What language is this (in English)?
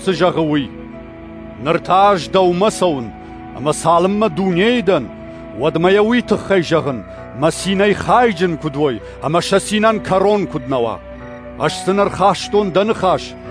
Ossetic